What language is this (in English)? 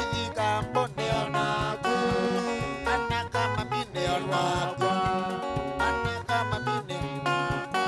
Kamba